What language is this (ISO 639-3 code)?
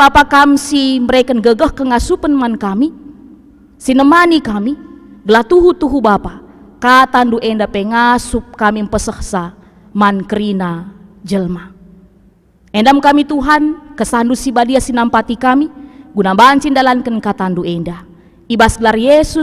btx